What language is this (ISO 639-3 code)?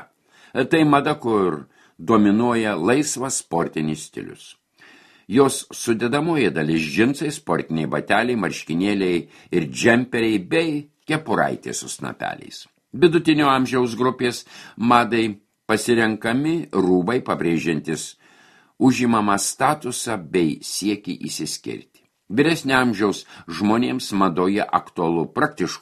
lit